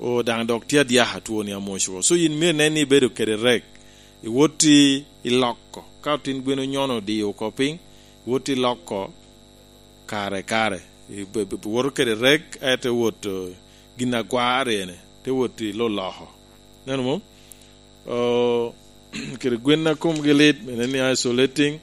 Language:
Lango (Uganda)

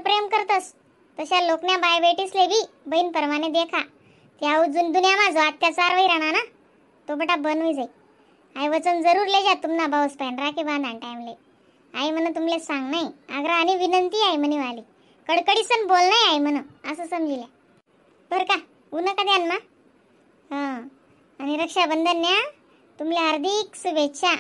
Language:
Khandesi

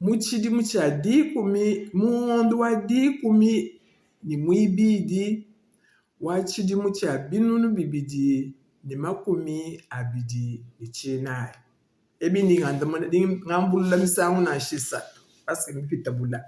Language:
Luba-Lulua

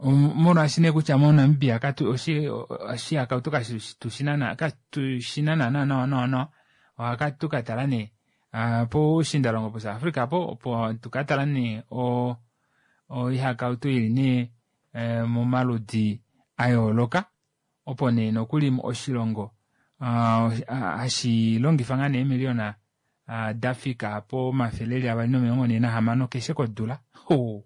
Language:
Kuanyama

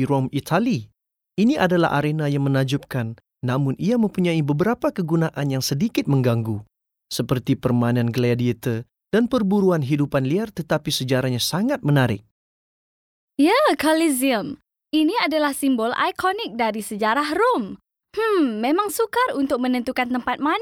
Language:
Malay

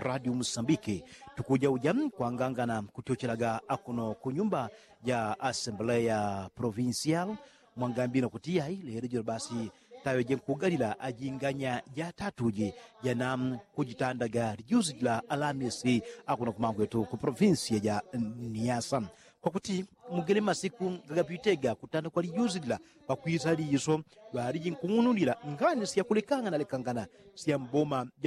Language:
Yao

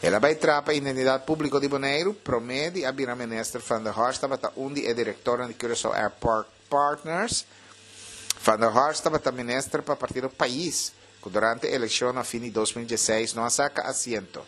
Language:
Papiamento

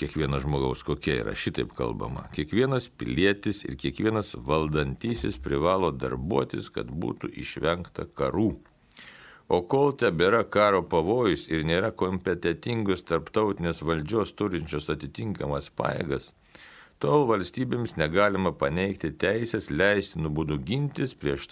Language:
Lithuanian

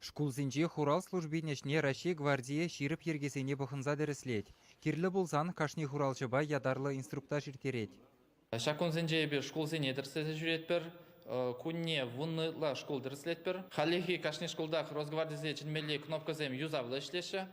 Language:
Chuvash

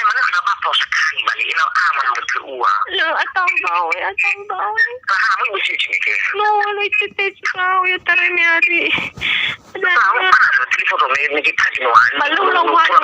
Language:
Nias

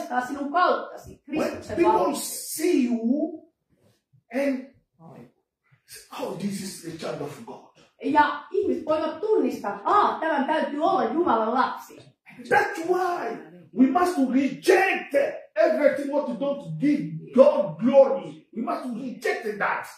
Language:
Finnish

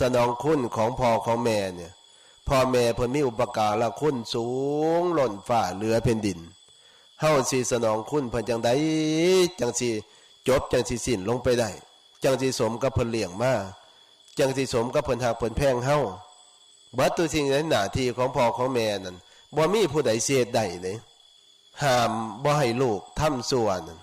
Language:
Northeastern Thai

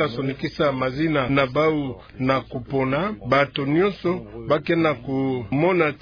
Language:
Kituba (Democratic Republic of Congo)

